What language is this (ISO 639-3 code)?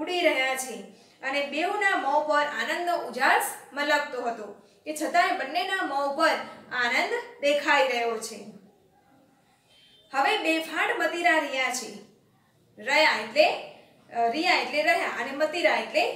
guj